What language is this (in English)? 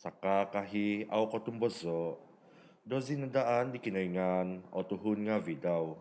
Central Dusun